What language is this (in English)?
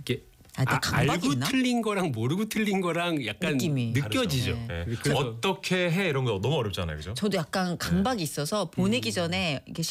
Korean